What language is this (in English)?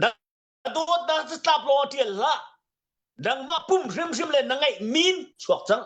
Hakha Chin